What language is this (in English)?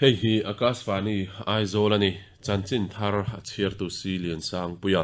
Mizo